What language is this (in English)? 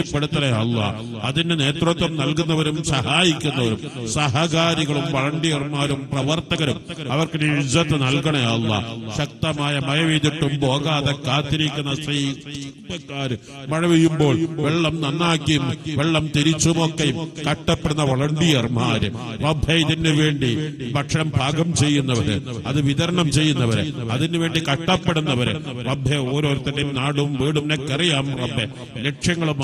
Malayalam